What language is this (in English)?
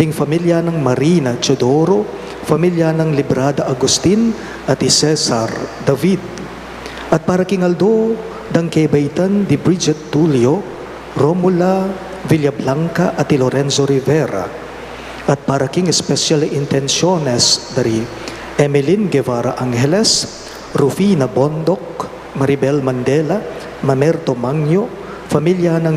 Pampanga